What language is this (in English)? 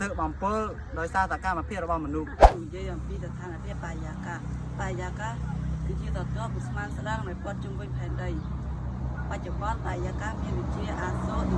Khmer